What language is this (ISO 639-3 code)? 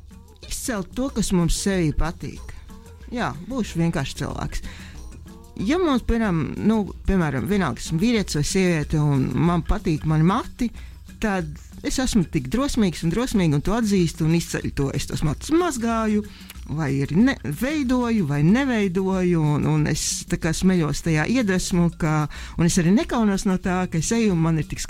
lav